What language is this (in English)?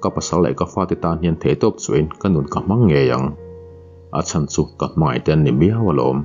Mizo